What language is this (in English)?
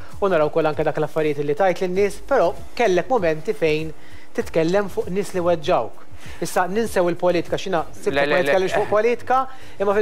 Maltese